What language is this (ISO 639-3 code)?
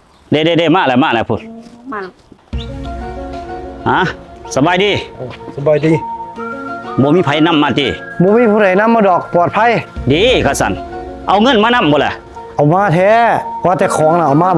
lao